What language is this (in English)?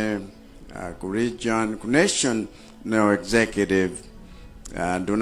Nyanja